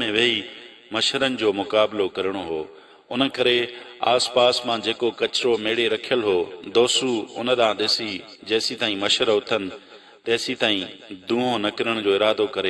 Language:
Sindhi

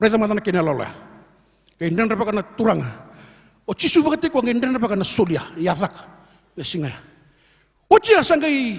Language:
Fijian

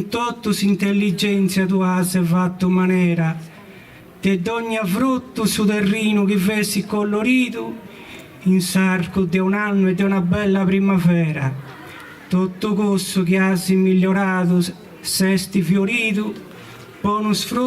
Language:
Sardinian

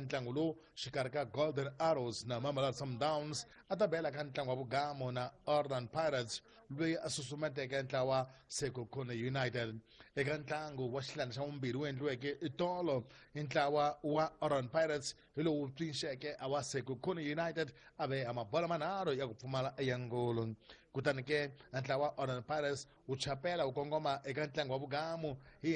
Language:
Tsonga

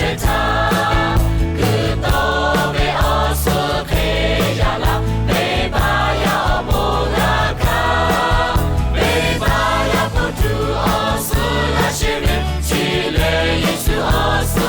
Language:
Lahu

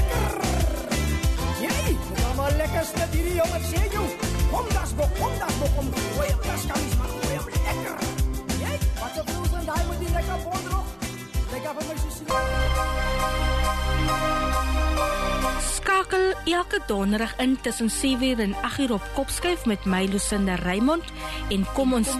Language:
Afrikaans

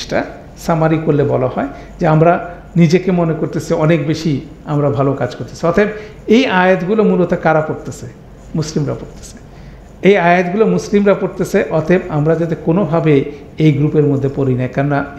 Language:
Bangla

